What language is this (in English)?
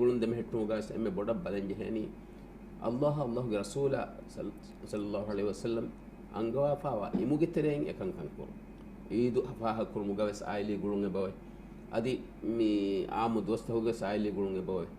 Divehi